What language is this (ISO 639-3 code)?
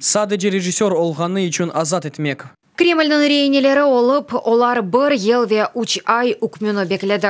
crh